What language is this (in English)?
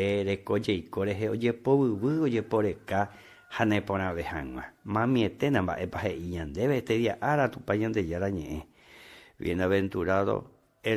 Guarani